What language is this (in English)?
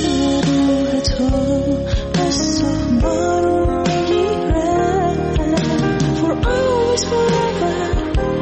Persian